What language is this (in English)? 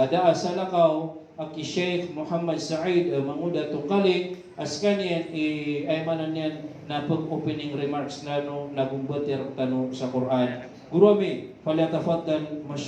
Maranao